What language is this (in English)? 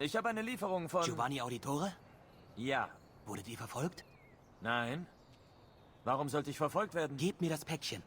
Bavarian